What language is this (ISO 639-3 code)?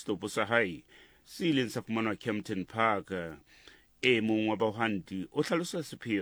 sot